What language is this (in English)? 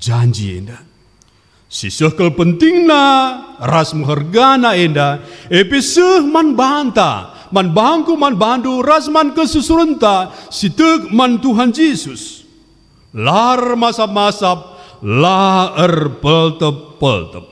Batak Karo